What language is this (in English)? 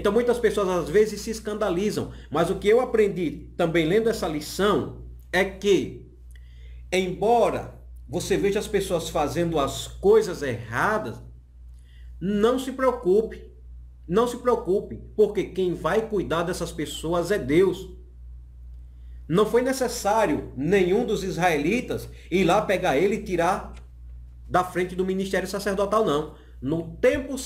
Portuguese